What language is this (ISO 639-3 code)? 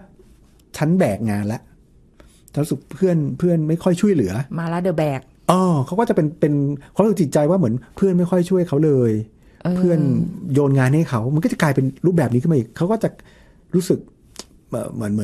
tha